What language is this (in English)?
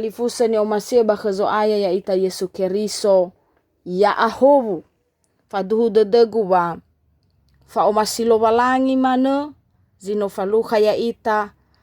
Nias